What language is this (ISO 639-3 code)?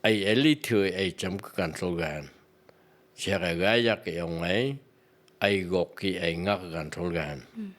nph